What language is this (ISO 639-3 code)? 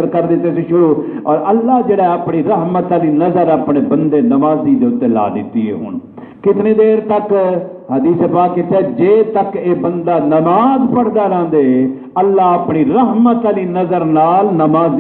skr